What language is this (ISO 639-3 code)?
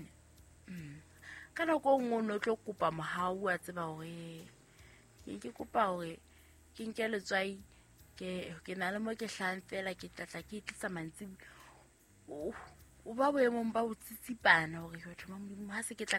sot